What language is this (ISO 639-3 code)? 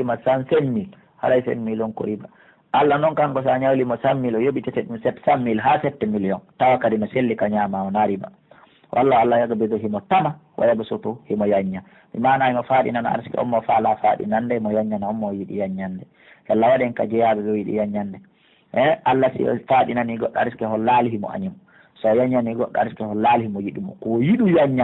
fuf